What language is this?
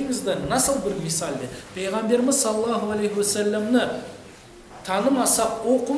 Crimean Tatar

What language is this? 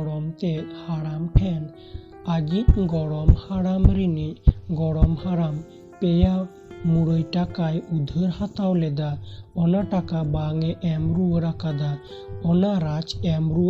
Santali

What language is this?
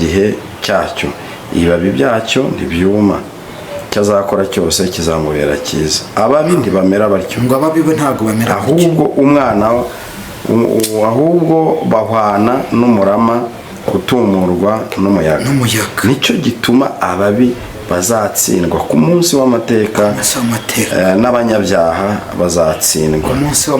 Kinyarwanda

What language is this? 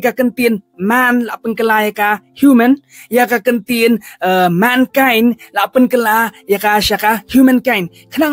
Khasi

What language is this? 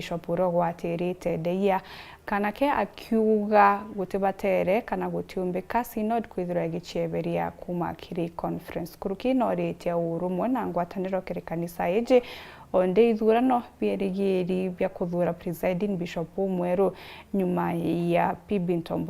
Meru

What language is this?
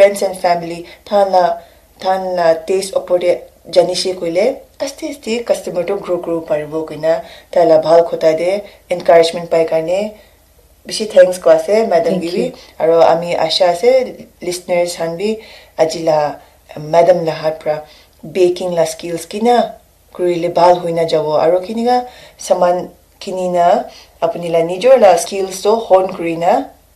Naga Pidgin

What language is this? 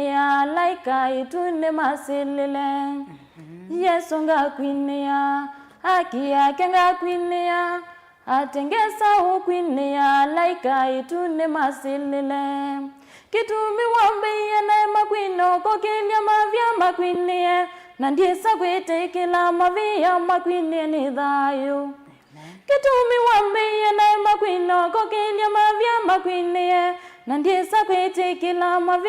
Kamba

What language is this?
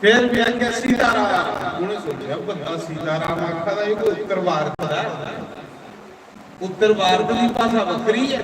Dogri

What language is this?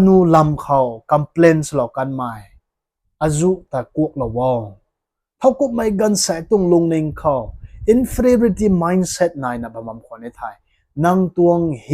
Rongmei Naga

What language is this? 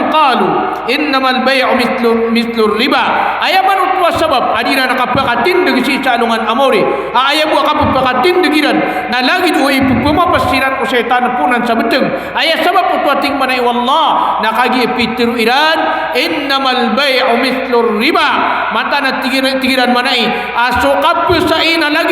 Maranao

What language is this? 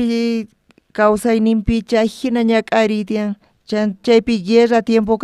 South Bolivian Quechua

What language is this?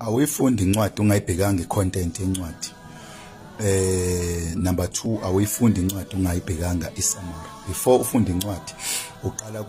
Zulu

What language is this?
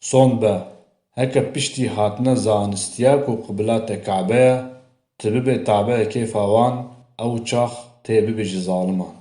Kurdish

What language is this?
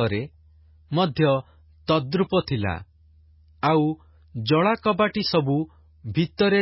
Odia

